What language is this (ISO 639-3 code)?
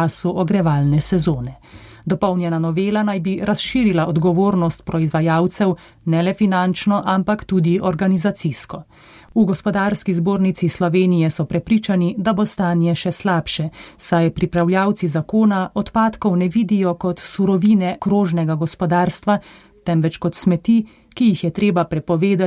slv